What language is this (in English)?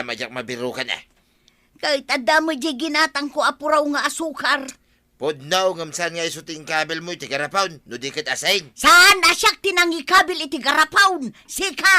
Iloko